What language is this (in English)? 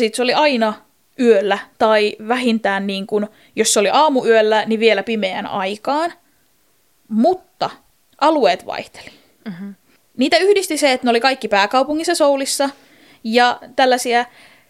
Finnish